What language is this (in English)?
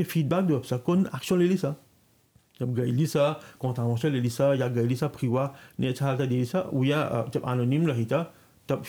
Bhojpuri